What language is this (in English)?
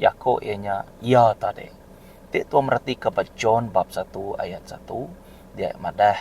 Iban